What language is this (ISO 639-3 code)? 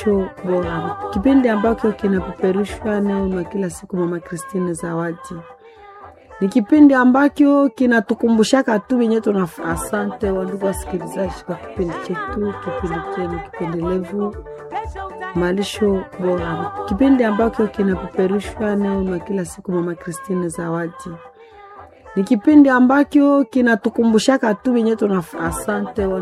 swa